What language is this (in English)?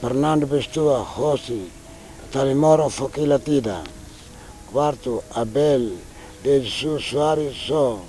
Tetum